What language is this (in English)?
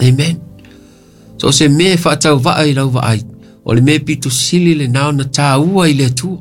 Samoan